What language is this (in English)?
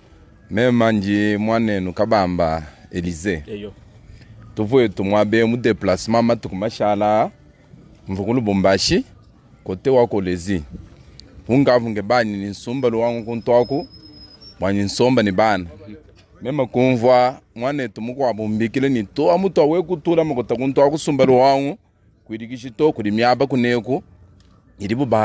Luba-Lulua